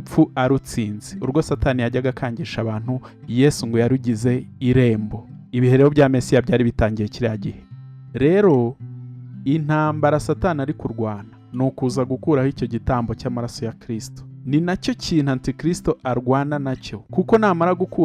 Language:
Kinyarwanda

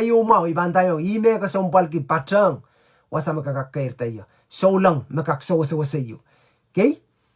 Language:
Pohnpeian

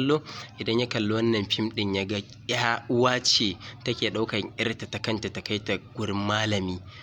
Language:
Hausa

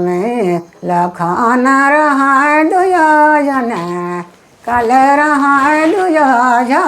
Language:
Sadri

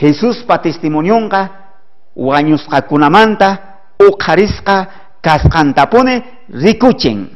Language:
South Bolivian Quechua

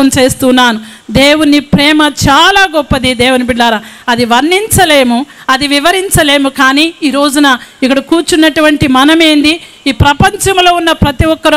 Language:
Telugu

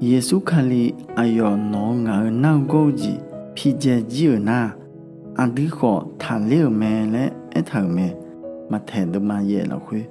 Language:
Akha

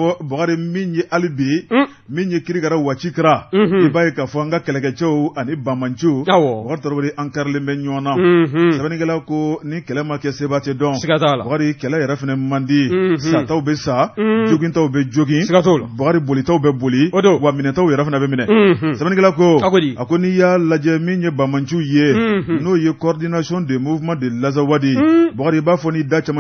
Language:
Bambara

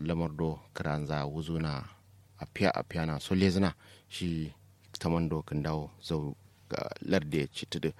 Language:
Kanuri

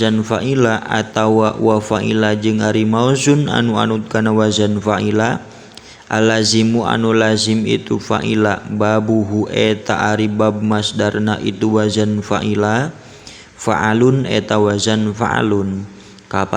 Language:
Sundanese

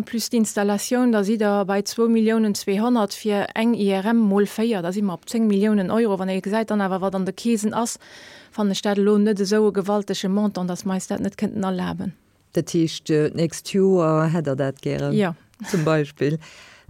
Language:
Luxembourgish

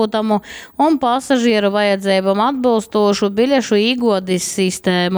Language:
Latgalian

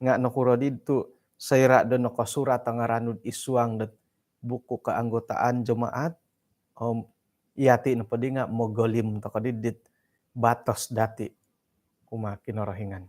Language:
Central Dusun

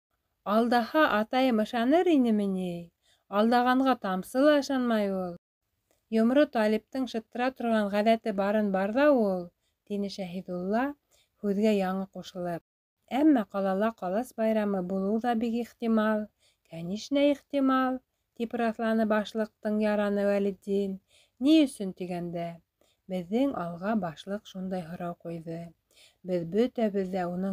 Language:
Bashkir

